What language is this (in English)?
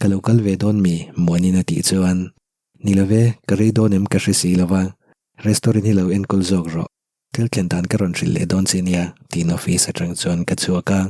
Mizo